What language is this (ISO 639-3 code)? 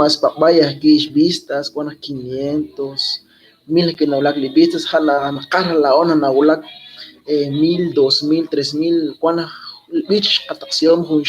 kek